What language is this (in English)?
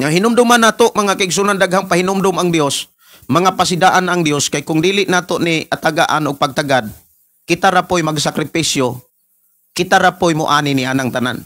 Cebuano